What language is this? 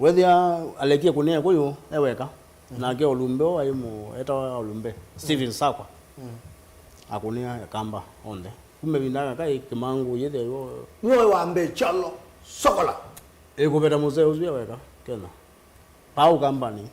Kamba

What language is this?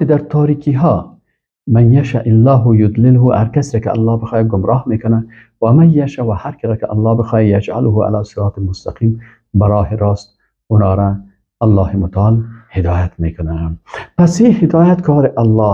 Persian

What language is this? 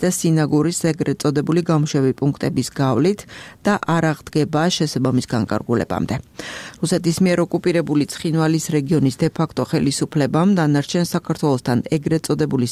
Georgian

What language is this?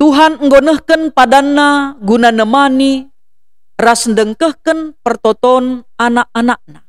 Batak Karo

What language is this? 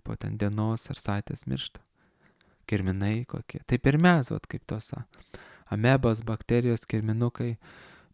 Lithuanian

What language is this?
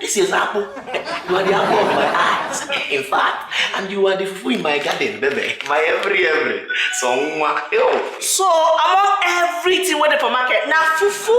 Nigerian Pidgin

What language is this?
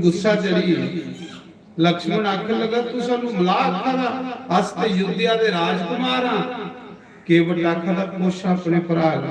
Dogri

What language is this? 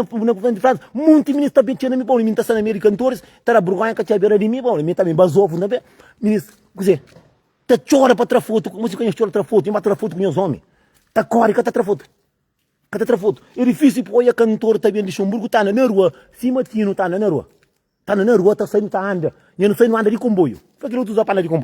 Kabuverdianu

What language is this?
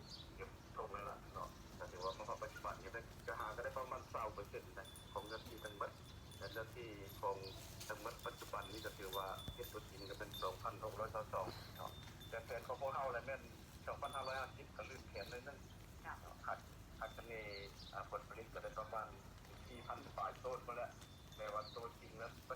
Lao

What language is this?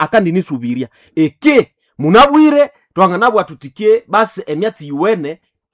Nande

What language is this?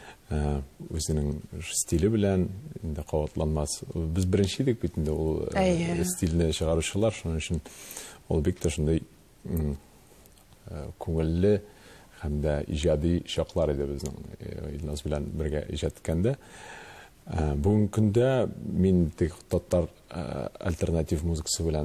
Tatar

